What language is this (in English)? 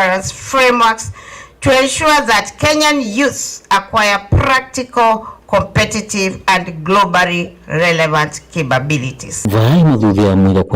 Kamba